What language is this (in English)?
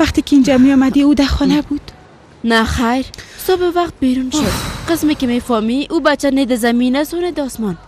Persian